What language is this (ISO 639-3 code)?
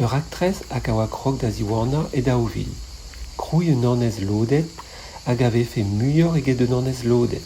bre